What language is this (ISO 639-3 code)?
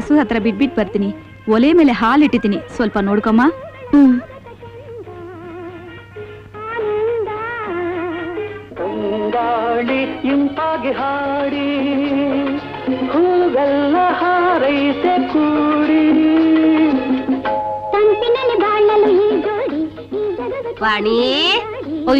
kan